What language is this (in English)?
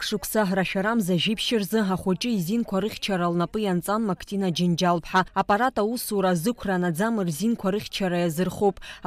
Abkhazian